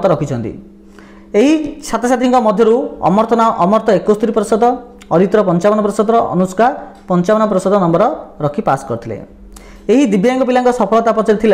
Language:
Odia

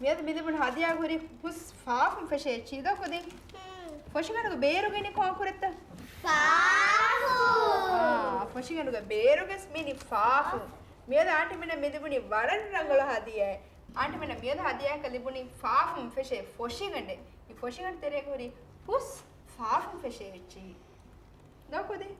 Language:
Divehi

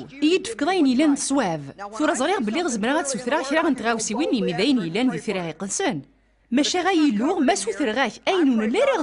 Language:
Kabyle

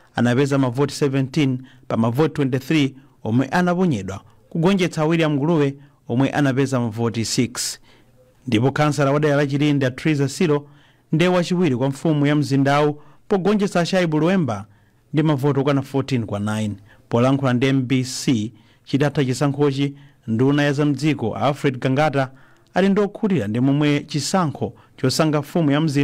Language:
Nyanja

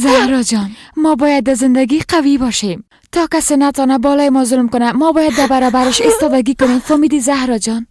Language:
Persian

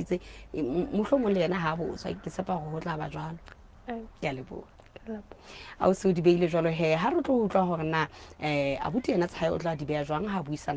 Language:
Southern Sotho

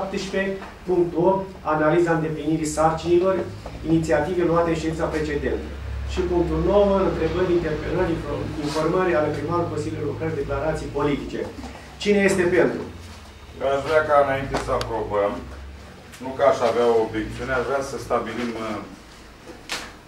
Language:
Romanian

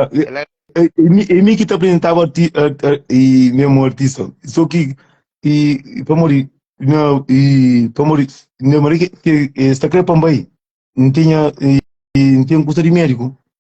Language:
Kabuverdianu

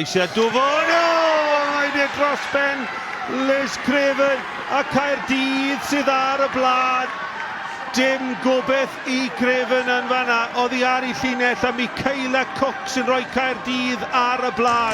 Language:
Welsh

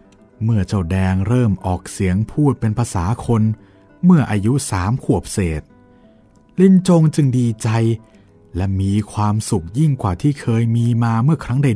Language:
Thai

